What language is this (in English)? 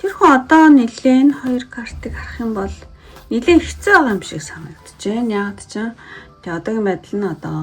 Mongolian